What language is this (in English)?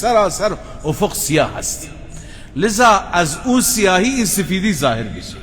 Persian